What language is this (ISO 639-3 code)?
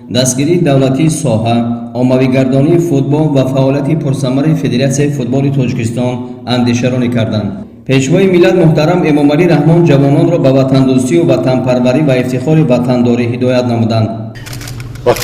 tgk